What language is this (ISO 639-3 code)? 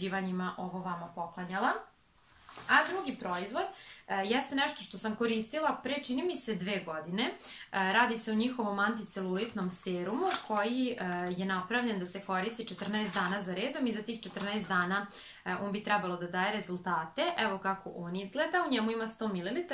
srp